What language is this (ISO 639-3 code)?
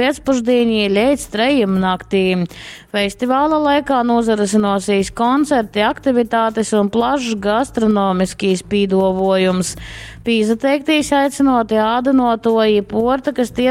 ltg